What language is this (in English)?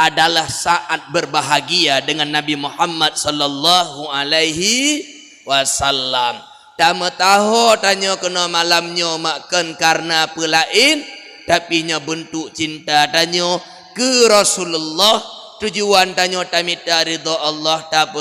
Achinese